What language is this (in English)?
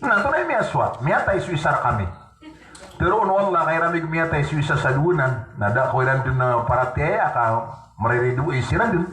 Maranao